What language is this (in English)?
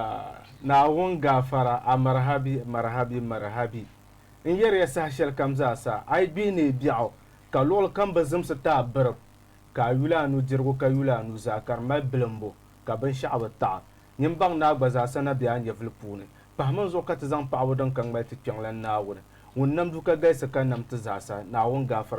Dagbani